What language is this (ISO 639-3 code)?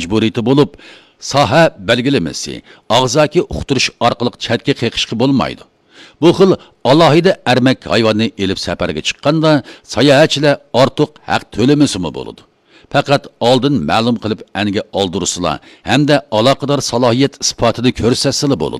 uig